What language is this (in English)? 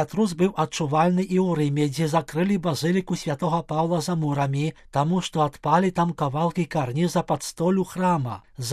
Belarusian